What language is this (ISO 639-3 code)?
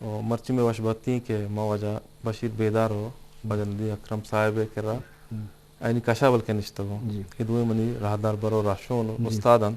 bgp